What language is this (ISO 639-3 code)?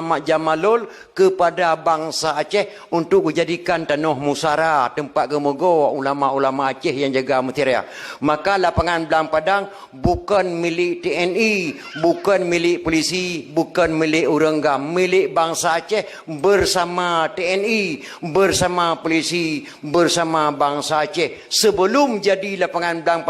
ace